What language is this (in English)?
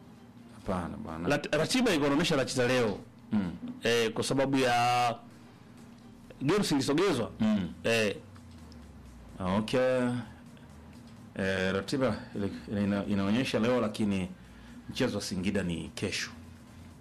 Swahili